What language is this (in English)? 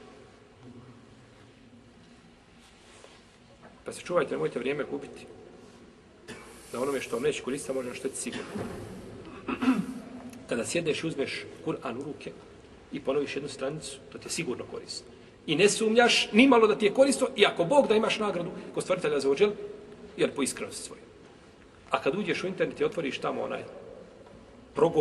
Bosnian